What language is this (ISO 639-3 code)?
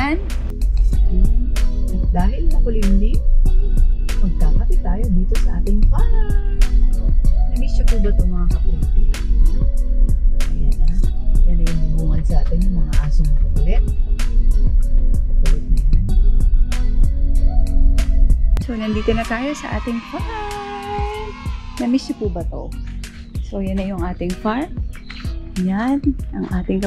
fil